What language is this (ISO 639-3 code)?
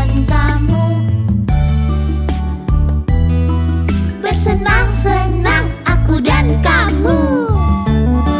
ind